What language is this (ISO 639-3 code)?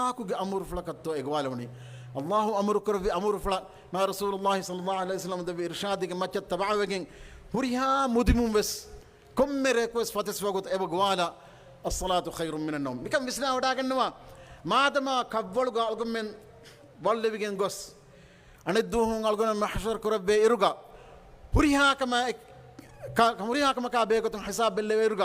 div